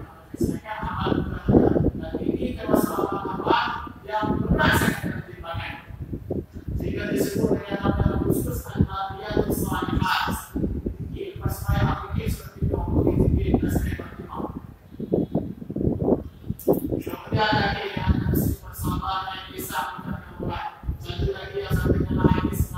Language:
Malay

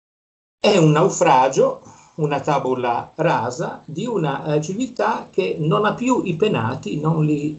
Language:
Italian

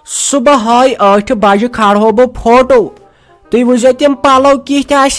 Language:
Kashmiri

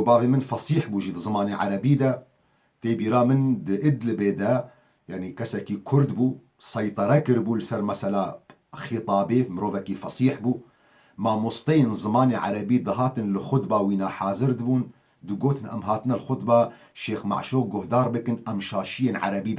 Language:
Kurdish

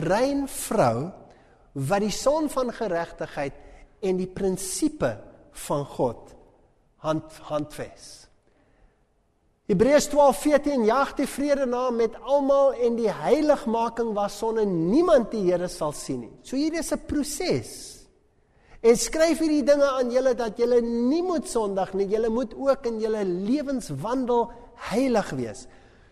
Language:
Afrikaans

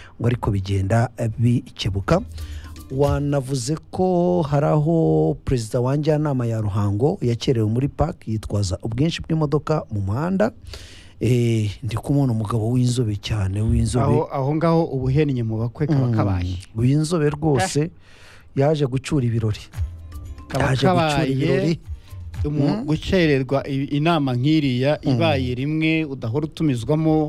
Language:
Kinyarwanda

